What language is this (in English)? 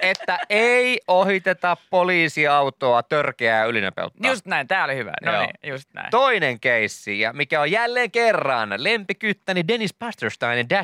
Finnish